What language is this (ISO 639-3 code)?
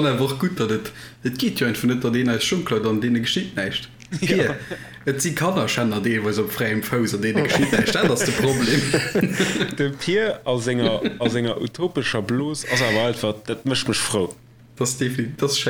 ltz